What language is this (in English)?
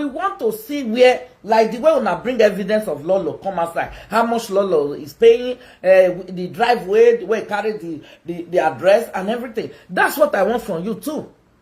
Nigerian Pidgin